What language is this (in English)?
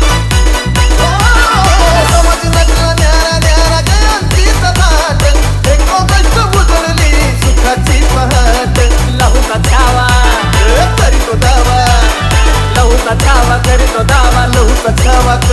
Marathi